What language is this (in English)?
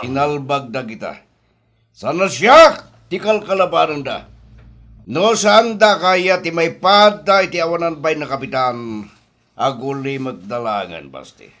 Iloko